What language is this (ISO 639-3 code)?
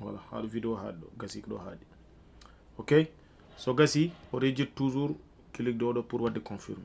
ful